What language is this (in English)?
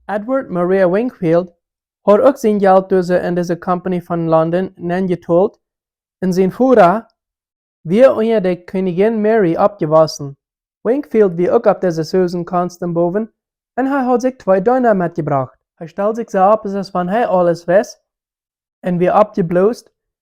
Plautdietsch